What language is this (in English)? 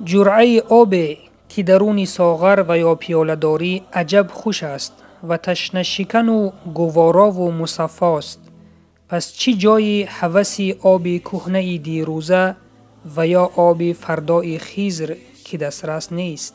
Tajik